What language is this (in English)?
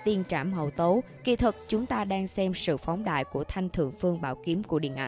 Vietnamese